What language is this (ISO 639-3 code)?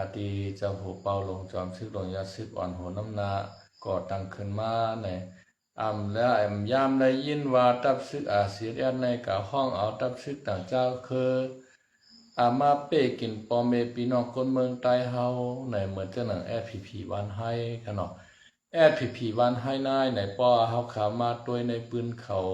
shn